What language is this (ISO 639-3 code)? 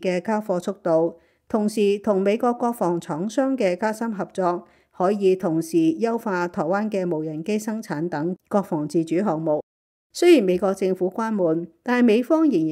yue